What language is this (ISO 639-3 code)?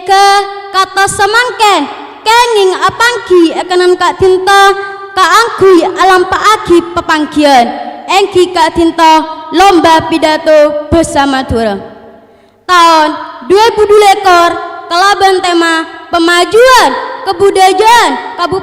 mad